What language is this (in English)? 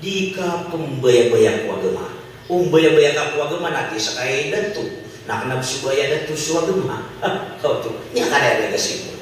Maranao